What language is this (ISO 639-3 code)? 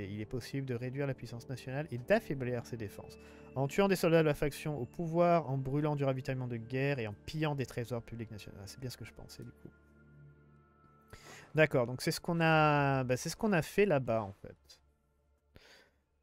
fra